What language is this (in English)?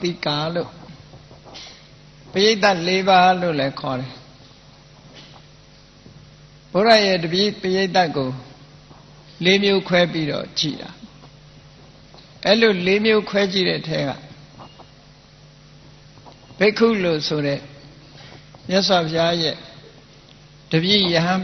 Burmese